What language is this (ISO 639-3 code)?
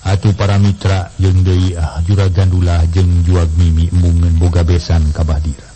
sun